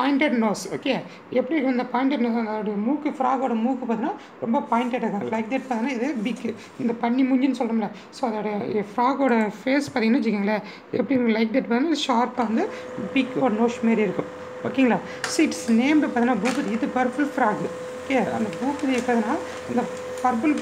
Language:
Tamil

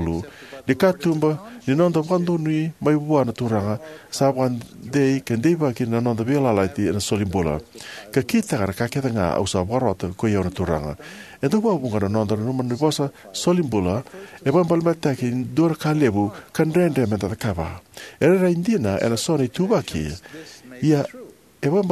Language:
Fijian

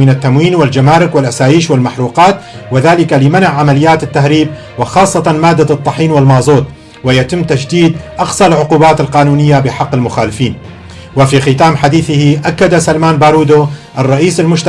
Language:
Kurdish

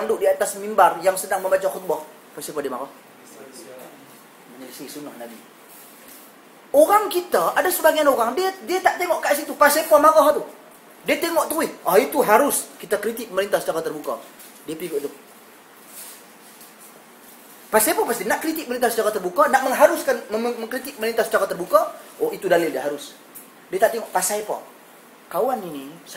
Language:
Malay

